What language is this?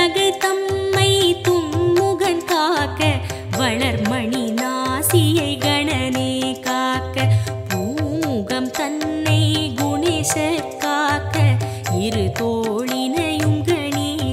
Tamil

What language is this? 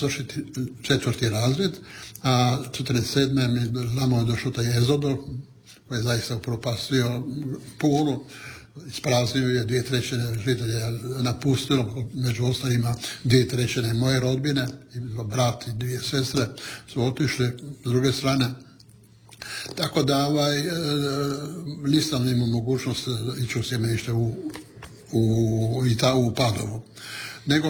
Croatian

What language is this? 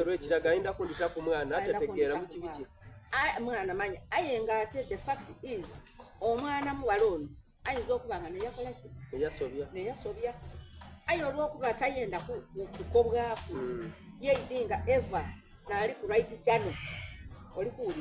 Soga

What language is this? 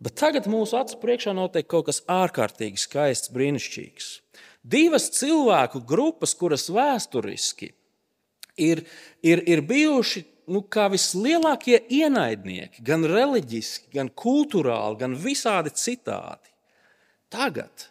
Latvian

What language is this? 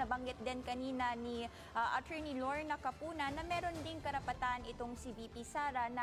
Filipino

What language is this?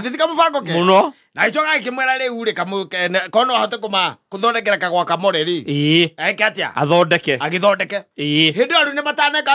Kikuyu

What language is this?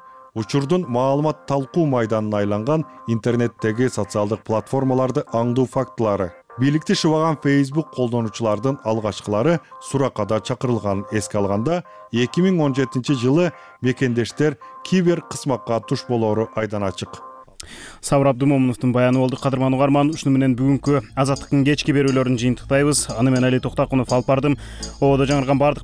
Kyrgyz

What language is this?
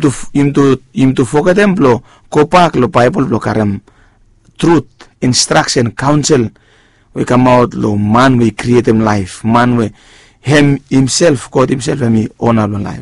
Bislama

